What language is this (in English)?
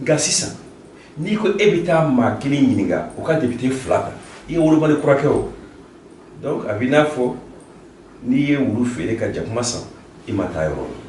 Bambara